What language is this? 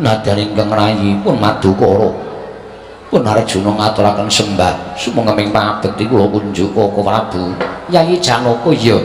Javanese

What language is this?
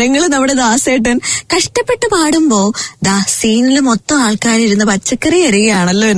Malayalam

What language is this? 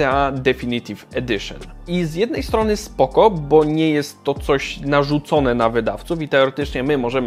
Polish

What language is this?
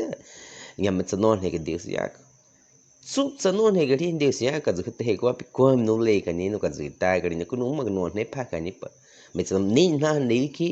Baniwa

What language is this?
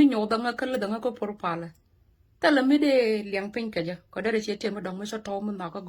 Nuer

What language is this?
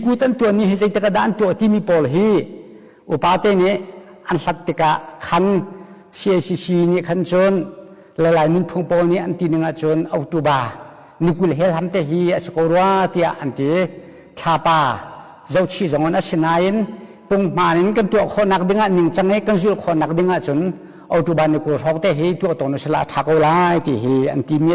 Hakha Chin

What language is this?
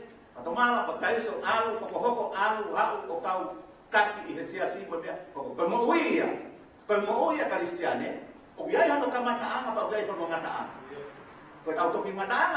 Tongan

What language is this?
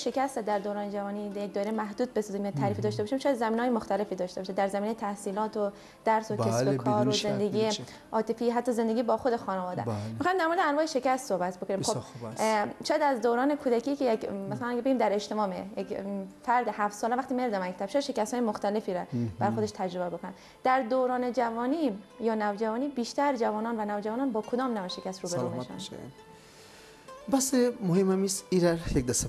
Persian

